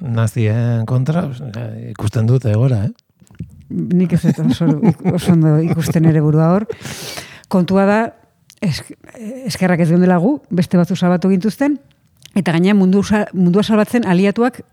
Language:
Basque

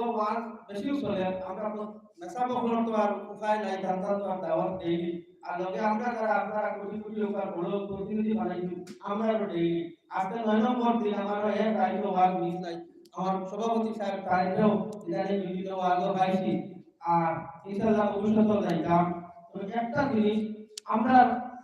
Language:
Sylheti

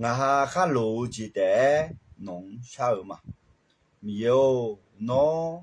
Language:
Akha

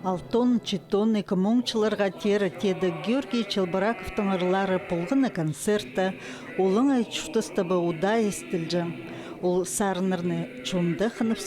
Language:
Khakas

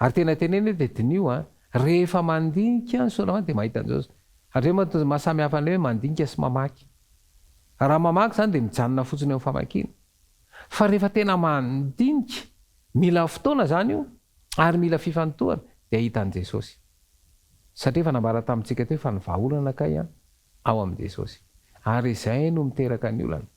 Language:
Malagasy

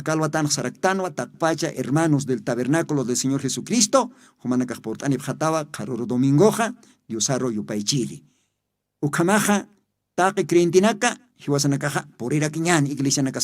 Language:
Aymara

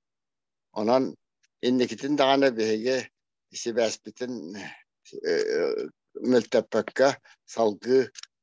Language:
Yakut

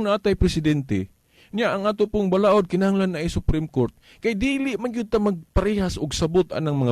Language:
Cebuano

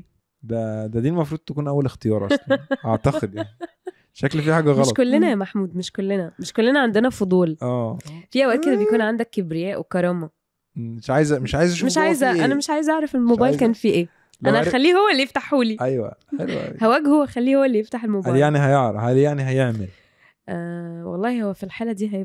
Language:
Egyptian Arabic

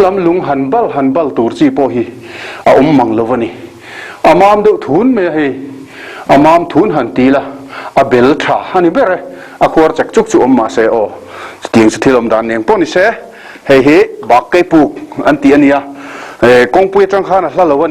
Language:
Mizo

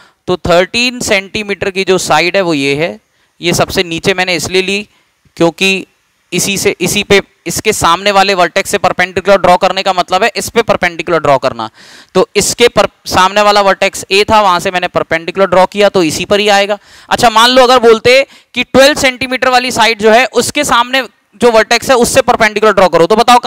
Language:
Hindi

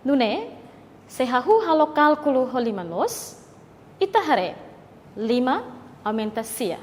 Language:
Tetum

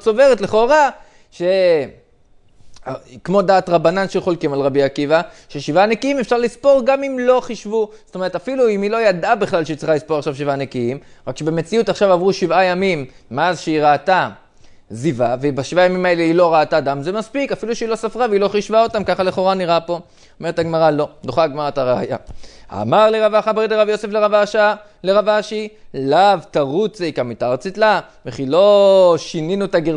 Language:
Hebrew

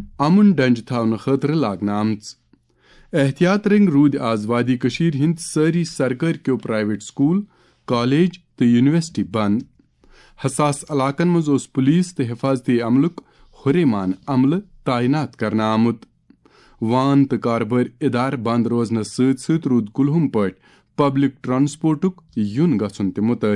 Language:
Kashmiri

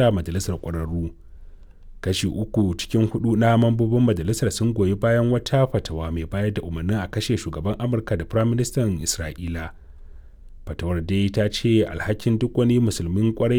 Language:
Hausa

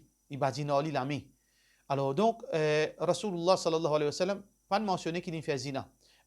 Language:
Morisyen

